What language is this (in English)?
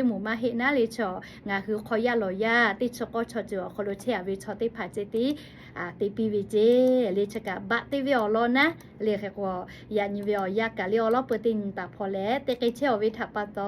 Lahu